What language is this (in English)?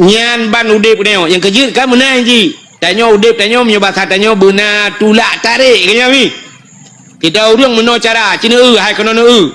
Achinese